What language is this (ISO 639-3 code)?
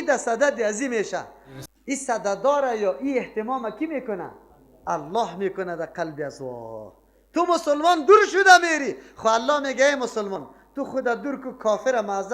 fas